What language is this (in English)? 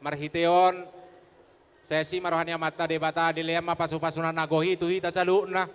Batak Toba